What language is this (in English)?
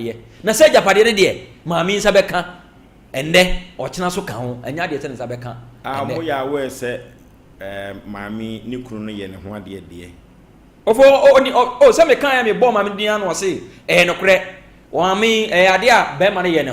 Akan